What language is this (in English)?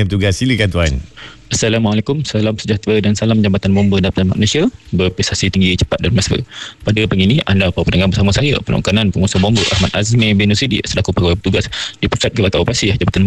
Malay